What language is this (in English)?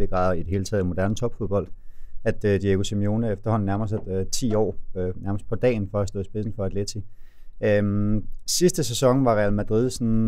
Danish